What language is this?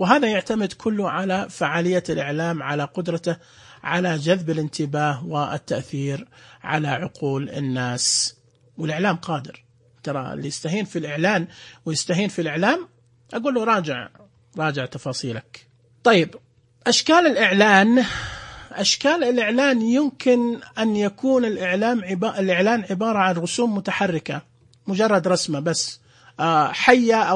Najdi Arabic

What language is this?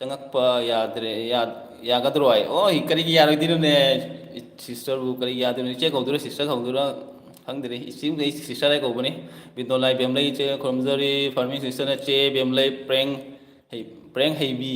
Manipuri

